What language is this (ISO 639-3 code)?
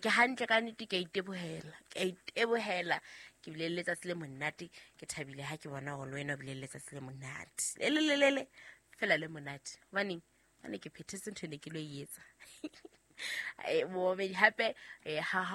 sot